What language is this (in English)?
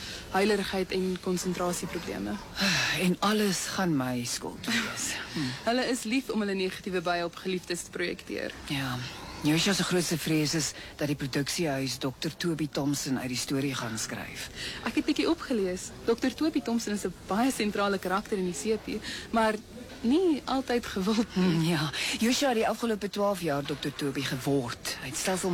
Afrikaans